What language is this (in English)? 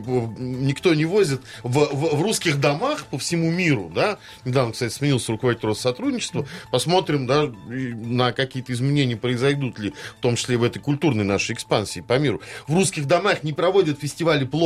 Russian